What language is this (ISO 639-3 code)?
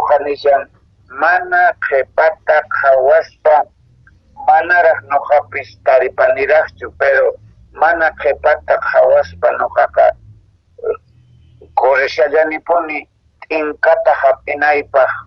que